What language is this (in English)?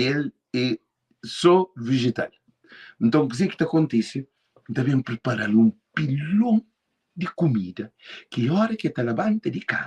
Kabuverdianu